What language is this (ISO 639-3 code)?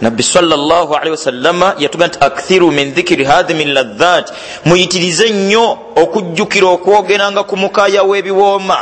lug